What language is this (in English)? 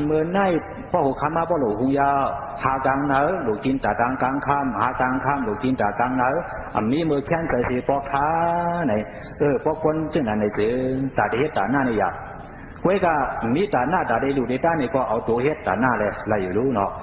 Shan